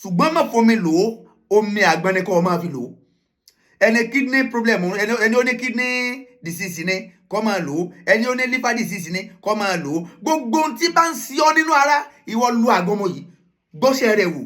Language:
Yoruba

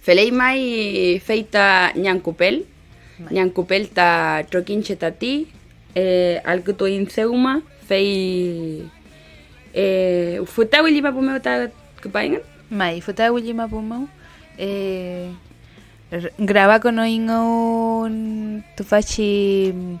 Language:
Mapuche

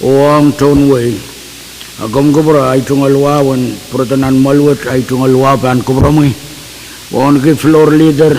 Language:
Pohnpeian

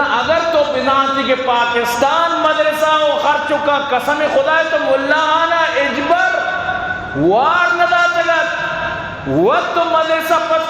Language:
Eastern Balochi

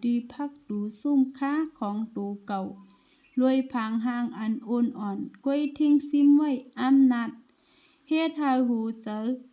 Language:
Shan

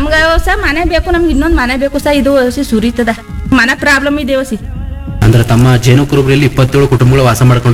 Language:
Kannada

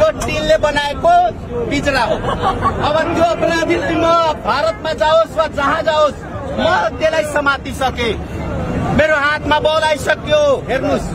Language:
Nepali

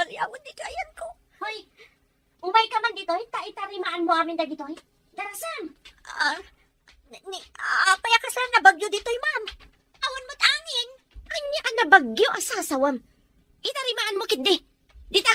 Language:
Iloko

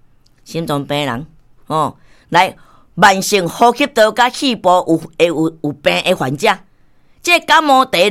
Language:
Min Nan Chinese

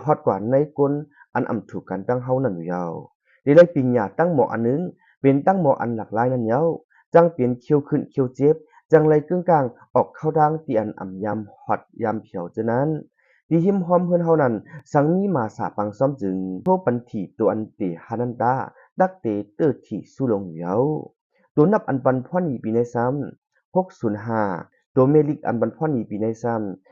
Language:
Shan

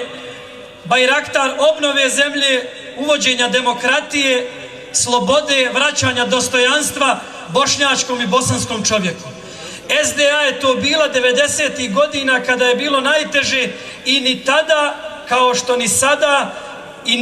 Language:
Bosnian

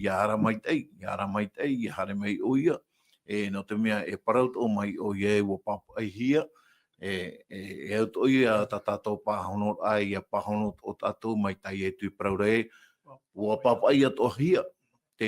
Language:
Tahitian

